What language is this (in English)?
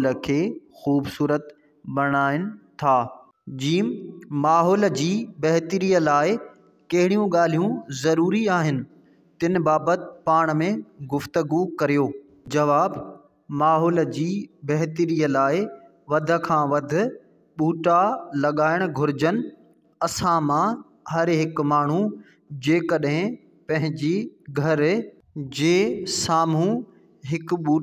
Sindhi